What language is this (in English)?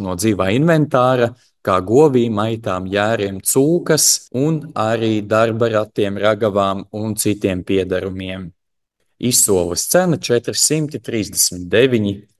Latvian